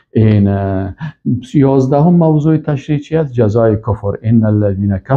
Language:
Persian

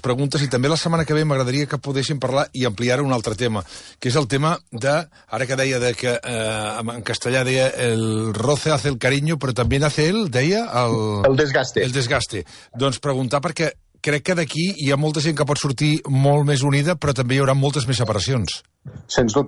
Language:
Catalan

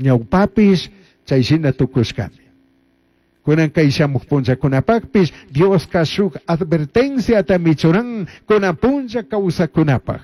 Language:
Chimborazo Highland Quichua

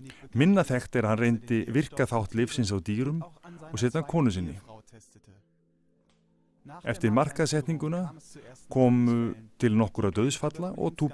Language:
Icelandic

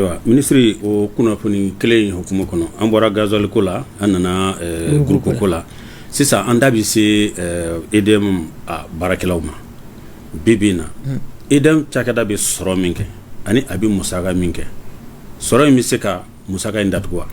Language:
Bambara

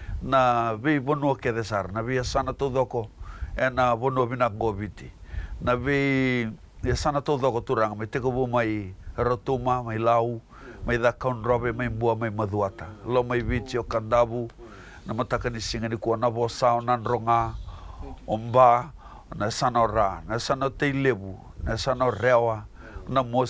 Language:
Fijian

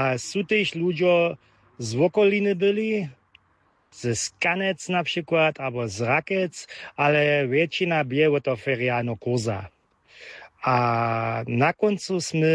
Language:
Upper Sorbian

